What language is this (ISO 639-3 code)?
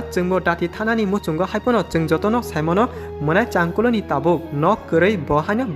trp